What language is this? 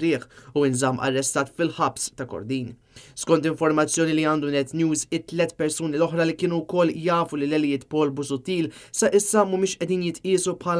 Maltese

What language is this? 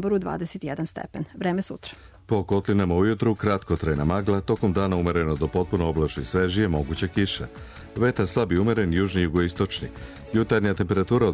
Serbian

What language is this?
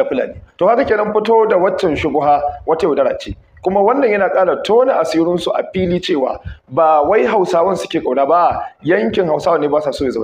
Hausa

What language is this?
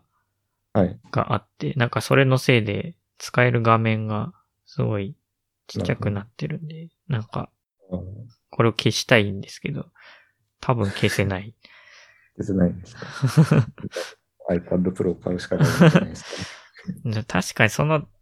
Japanese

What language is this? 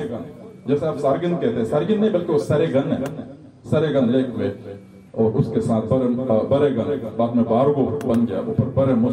Urdu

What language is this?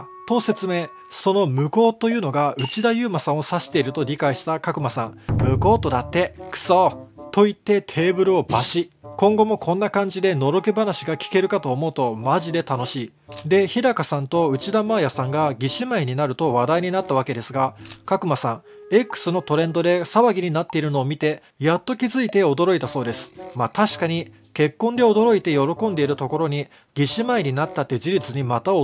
Japanese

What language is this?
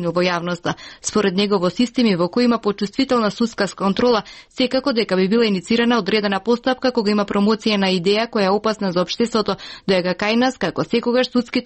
Macedonian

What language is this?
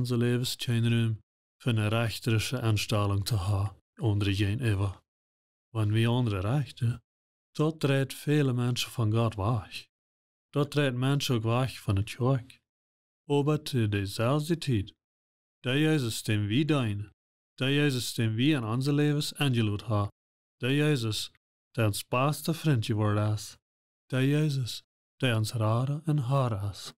Plautdietsch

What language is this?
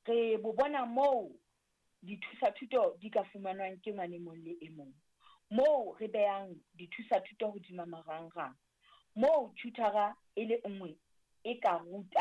Southern Sotho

